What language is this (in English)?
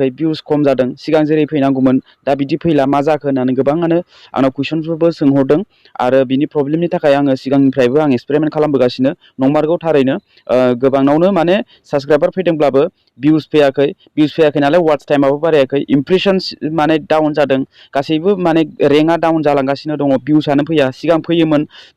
Bodo